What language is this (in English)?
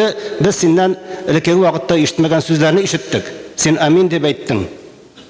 Tatar